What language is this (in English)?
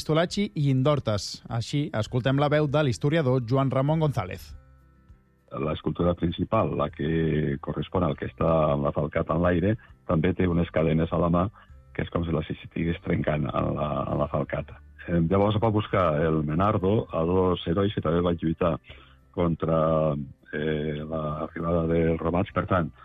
Catalan